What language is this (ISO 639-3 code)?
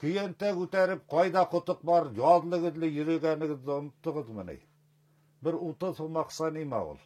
bak